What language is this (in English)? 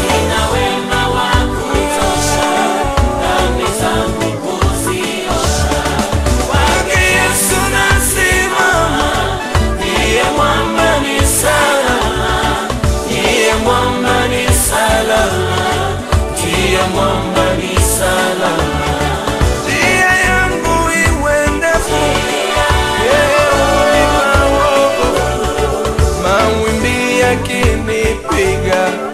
Swahili